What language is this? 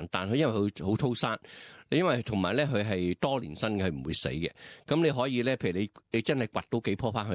Cantonese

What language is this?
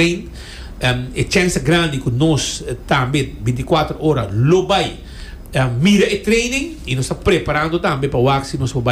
Papiamento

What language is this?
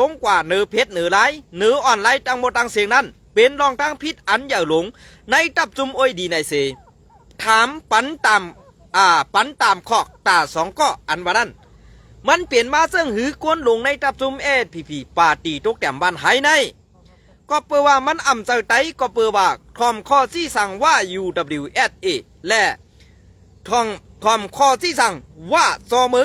Shan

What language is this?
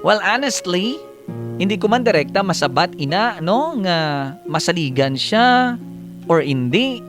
Hiligaynon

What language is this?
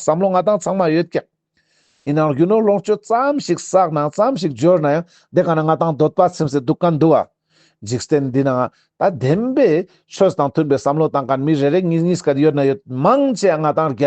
Ladakhi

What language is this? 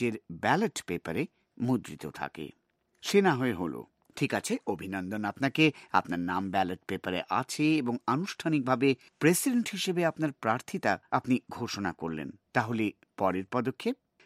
Bangla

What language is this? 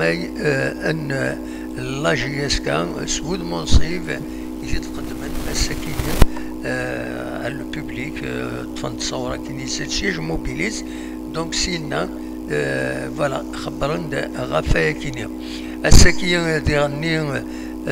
Kabyle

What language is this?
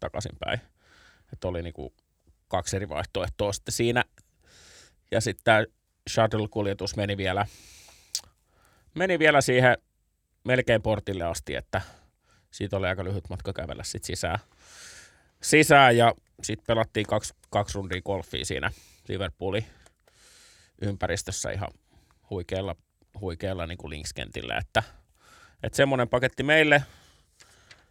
Finnish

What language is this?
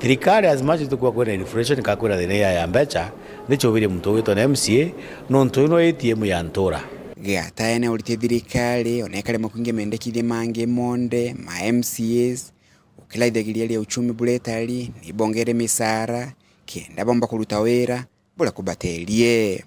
Meru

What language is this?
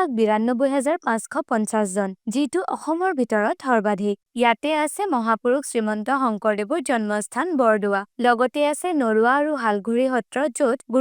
Assamese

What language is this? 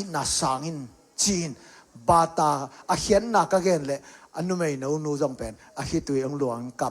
Tedim Chin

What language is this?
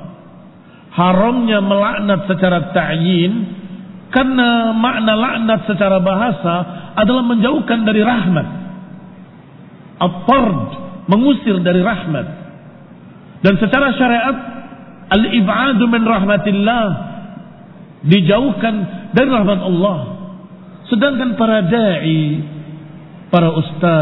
Indonesian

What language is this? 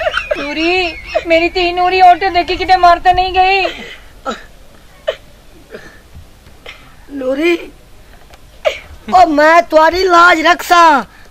Punjabi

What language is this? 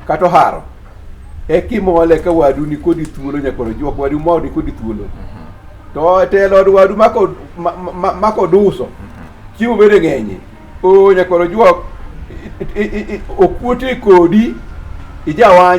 Luo (Kenya and Tanzania)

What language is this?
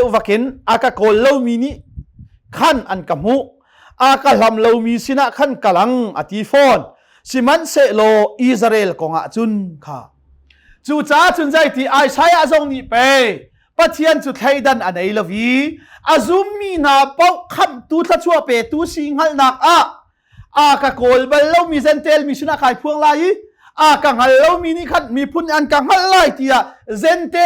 Hakha Chin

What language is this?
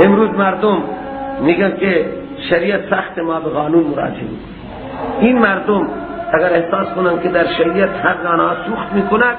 Persian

